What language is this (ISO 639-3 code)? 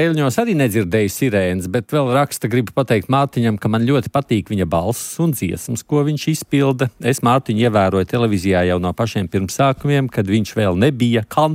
lav